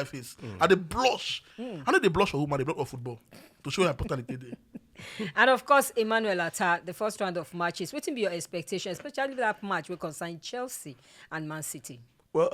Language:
Nigerian Pidgin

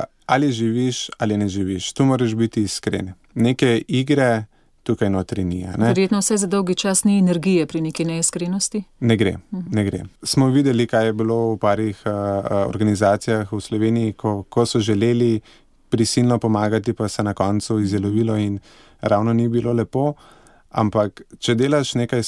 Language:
Slovenian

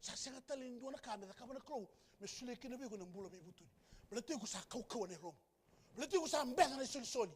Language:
Fijian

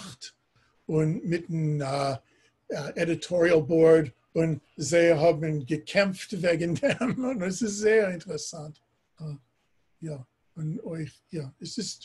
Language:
Yiddish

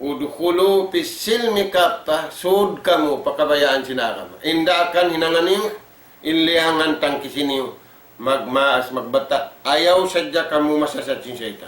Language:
Tausug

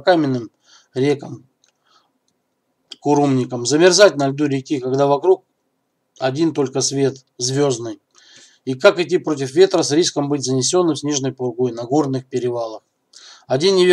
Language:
Russian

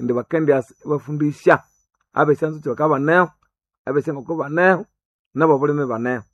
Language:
Nande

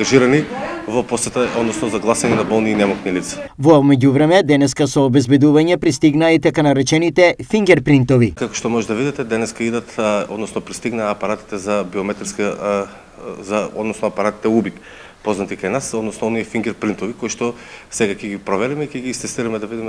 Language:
Macedonian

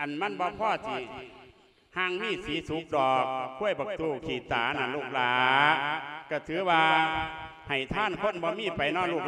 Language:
Lao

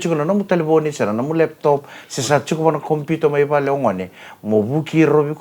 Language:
Fijian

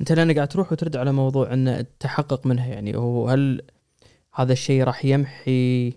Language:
Gulf Arabic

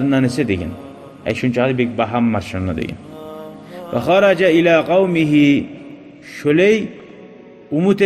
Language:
Kumyk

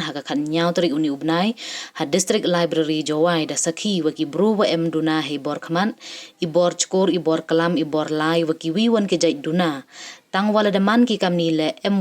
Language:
Pnar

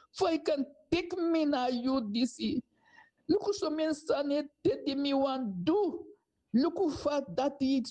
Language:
Sranan Tongo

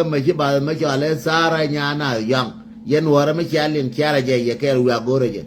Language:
Nuer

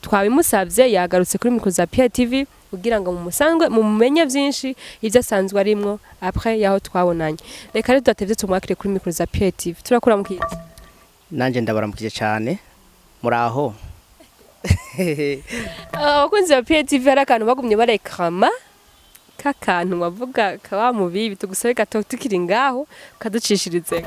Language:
Rundi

